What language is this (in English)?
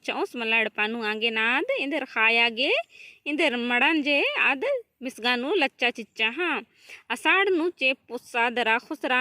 Kurukh